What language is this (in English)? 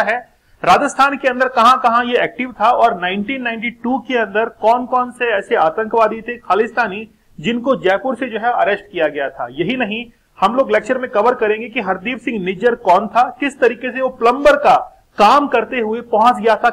Hindi